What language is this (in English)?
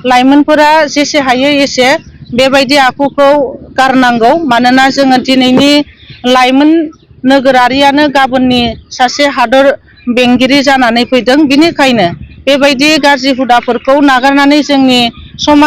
Bodo